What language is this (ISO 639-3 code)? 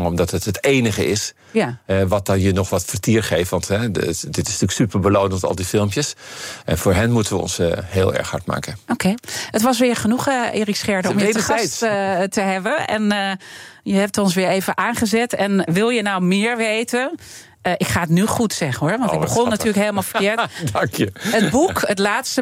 nld